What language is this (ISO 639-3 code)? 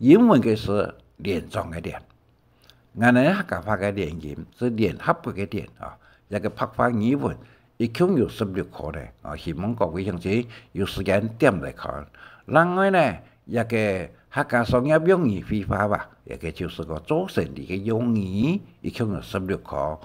hak